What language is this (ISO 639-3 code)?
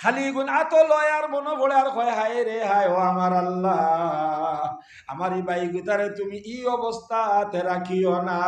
syl